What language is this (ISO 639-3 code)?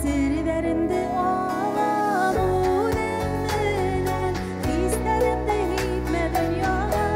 bak